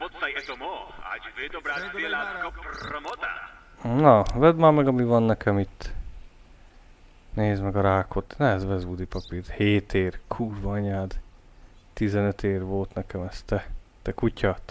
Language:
Hungarian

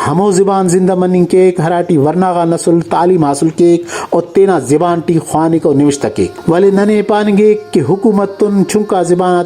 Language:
Brahui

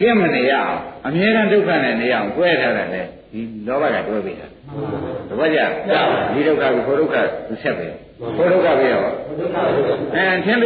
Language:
Burmese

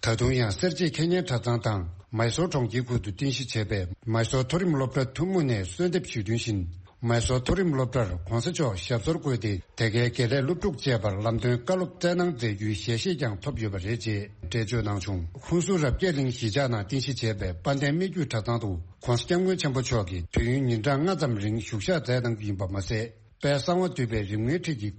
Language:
Tibetan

